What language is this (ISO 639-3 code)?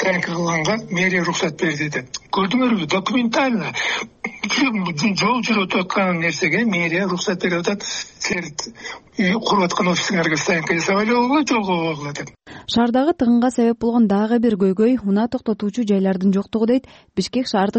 kir